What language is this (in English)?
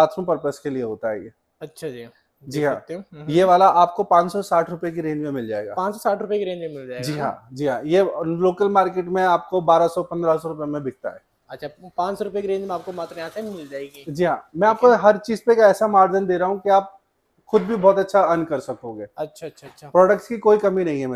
Hindi